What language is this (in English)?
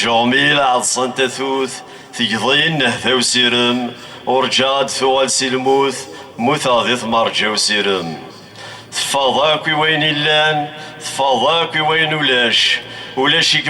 Kabyle